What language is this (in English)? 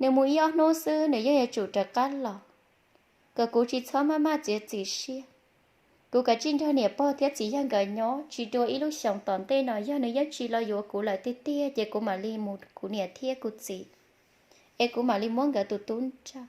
Hmong